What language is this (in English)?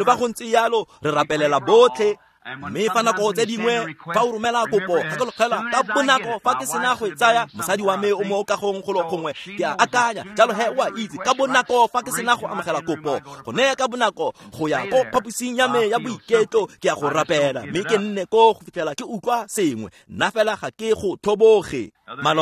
Tswana